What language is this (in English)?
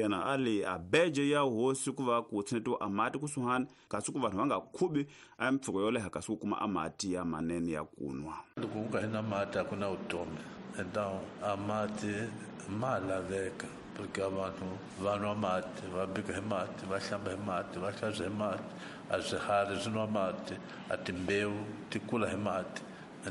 Tsonga